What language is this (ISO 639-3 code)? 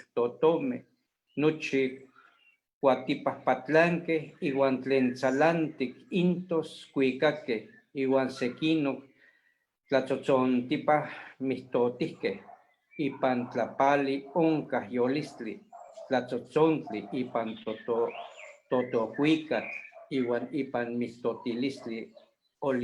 nhe